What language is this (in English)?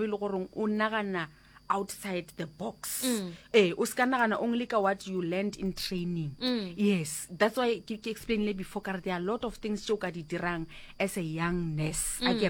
Northern Sotho